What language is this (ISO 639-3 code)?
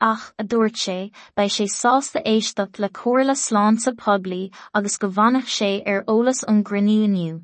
gle